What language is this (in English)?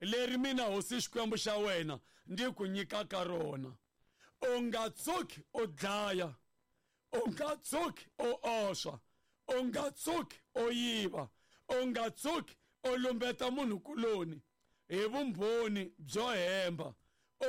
Tsonga